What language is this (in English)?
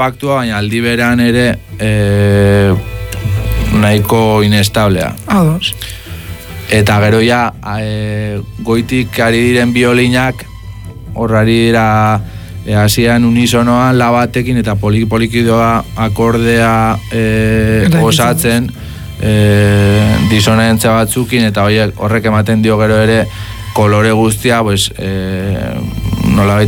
Basque